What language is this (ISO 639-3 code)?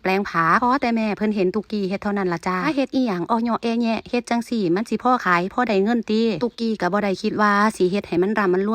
tts